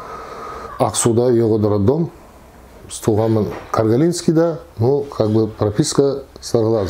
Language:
Nogai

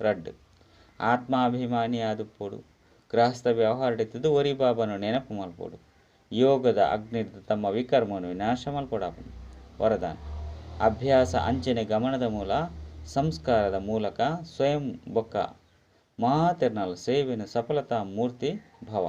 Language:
Tulu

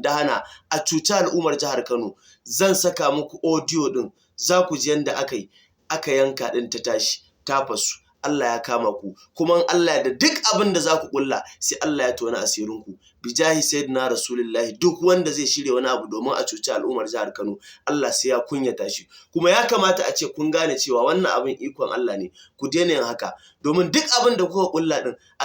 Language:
Hausa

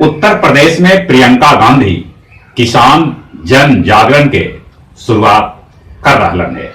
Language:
Magahi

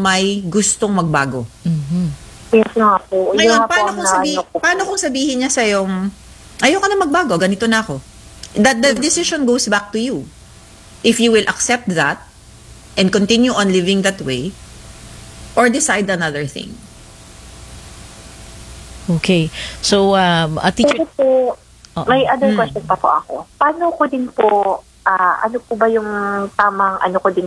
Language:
Filipino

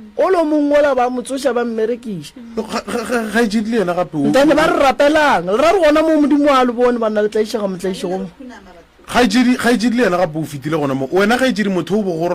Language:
Northern Sotho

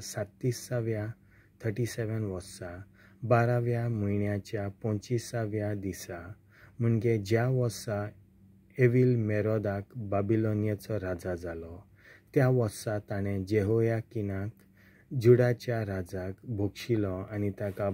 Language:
Konkani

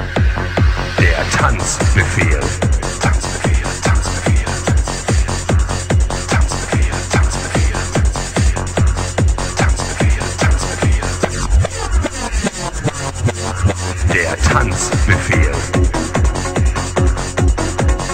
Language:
German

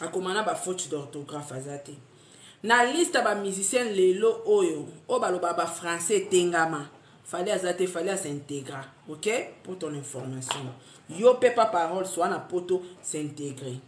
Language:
Lingala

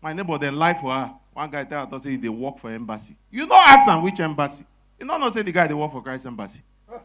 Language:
Nigerian Pidgin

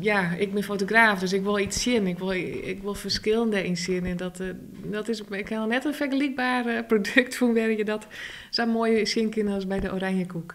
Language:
Western Frisian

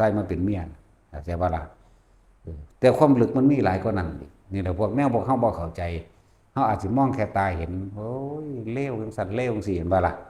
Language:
Lao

